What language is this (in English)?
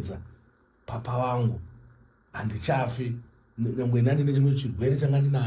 Shona